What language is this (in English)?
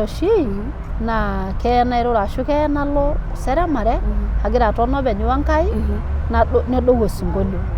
Masai